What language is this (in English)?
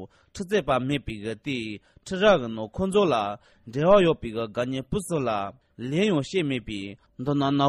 Tibetan